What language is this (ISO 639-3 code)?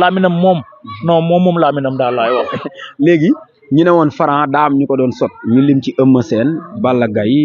wol